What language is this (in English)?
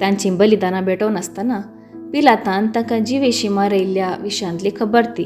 Konkani